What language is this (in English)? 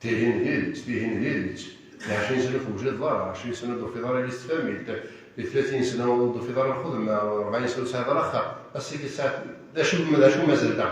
Kabyle